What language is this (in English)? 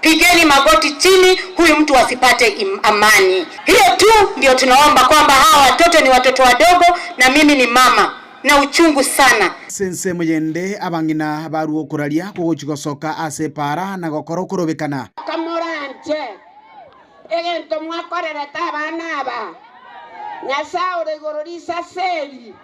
Gusii